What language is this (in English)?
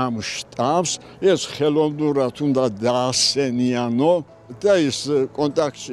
Georgian